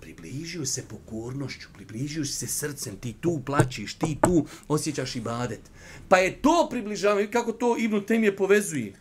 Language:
Bosnian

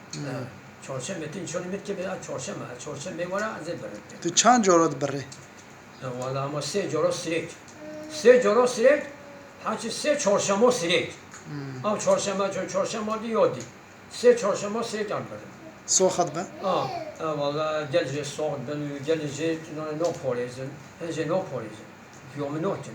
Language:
Kurdish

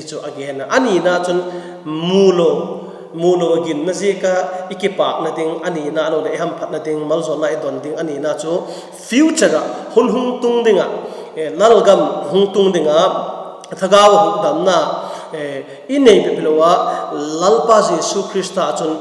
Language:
Vaiphei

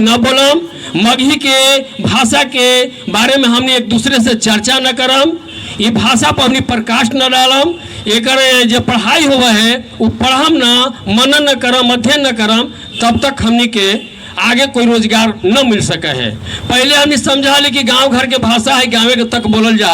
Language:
Magahi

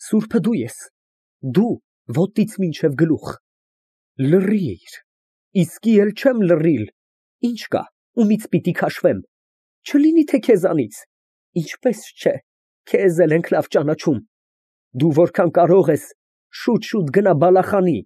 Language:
Armenian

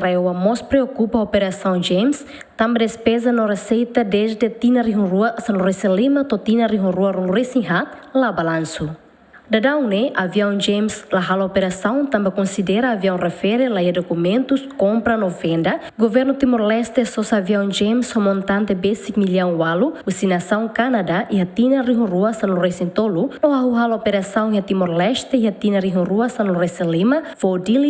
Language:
Tetum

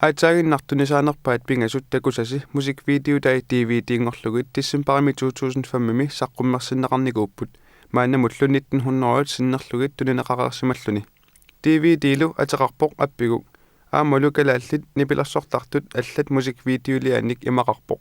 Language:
Kalaallisut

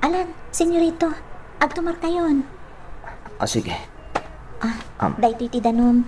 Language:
Iloko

